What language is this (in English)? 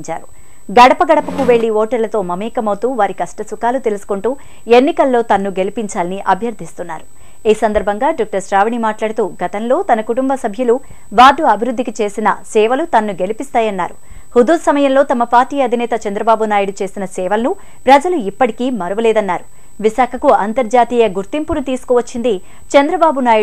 Telugu